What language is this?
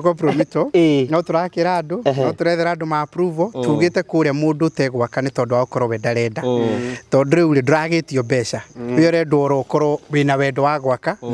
Kikuyu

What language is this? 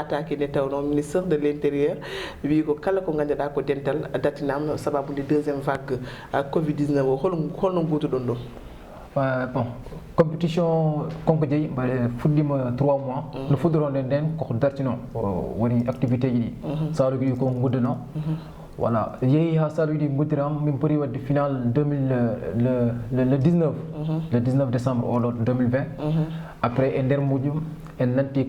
Fula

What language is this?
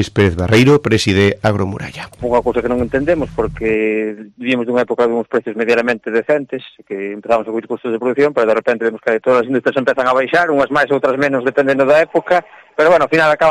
Galician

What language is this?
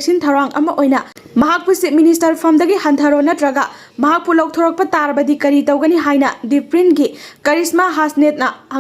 Manipuri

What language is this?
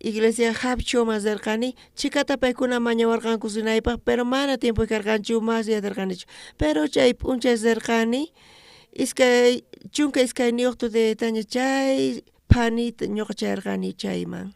South Bolivian Quechua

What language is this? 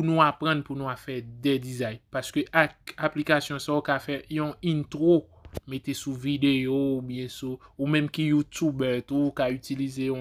Haitian Creole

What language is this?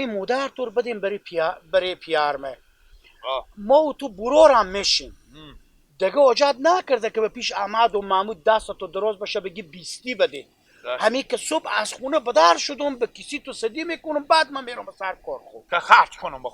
Hazaragi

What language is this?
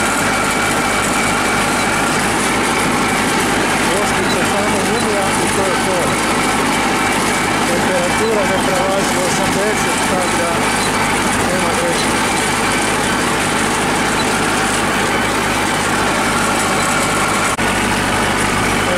Croatian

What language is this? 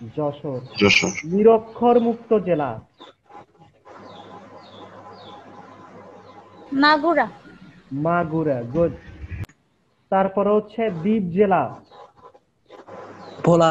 Bangla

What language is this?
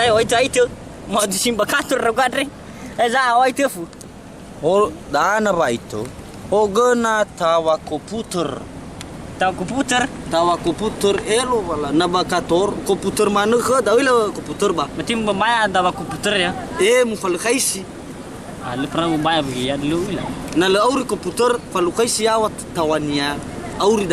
Nias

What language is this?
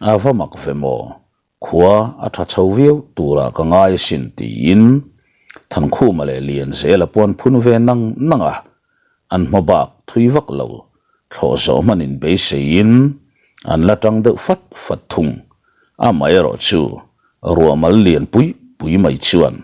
Mizo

